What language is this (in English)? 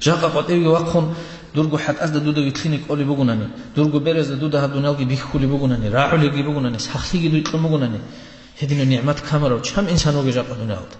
Avaric